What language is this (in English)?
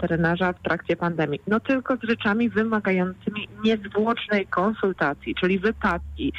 Polish